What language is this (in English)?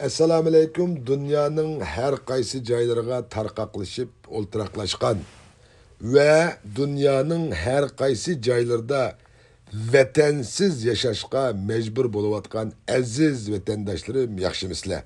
Uyghur